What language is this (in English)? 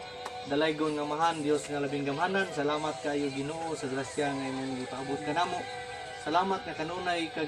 Cebuano